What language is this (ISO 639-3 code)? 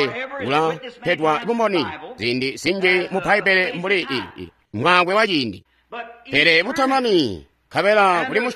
toi